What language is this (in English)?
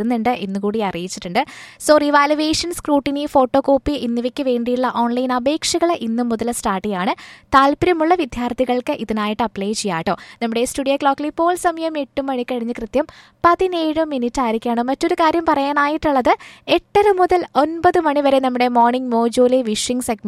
Malayalam